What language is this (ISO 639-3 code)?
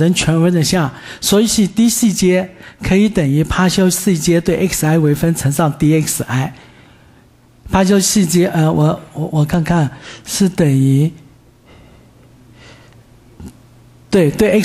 zho